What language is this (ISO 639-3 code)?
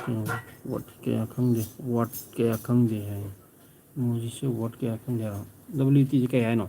mni